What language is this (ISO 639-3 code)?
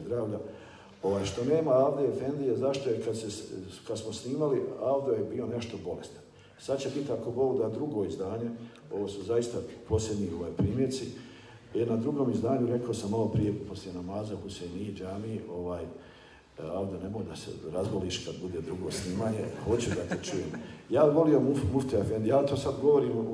bos